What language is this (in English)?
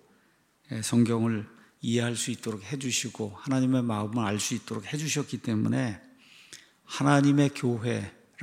Korean